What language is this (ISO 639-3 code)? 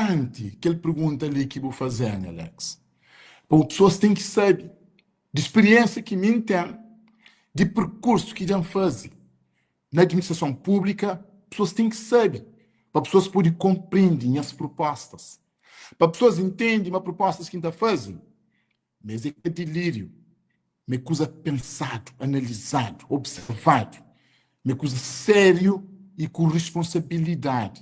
kea